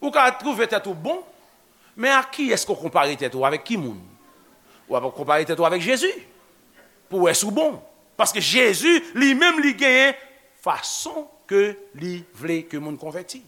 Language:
Haitian Creole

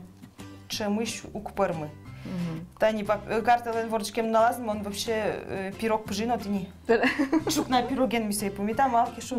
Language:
Udmurt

